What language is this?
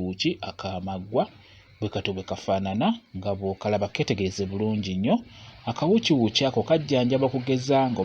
Ganda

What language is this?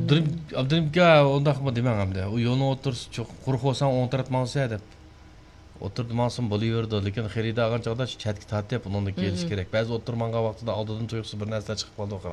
Uyghur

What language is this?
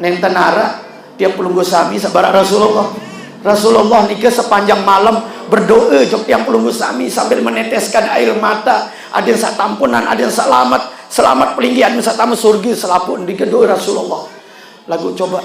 Sasak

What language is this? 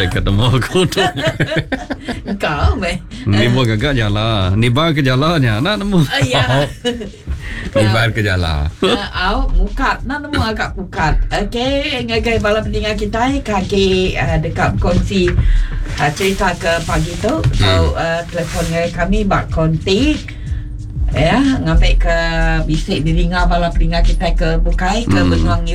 Iban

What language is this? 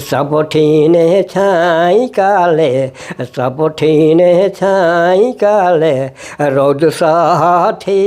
Sadri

